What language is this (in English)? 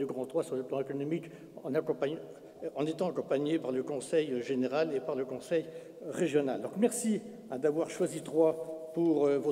French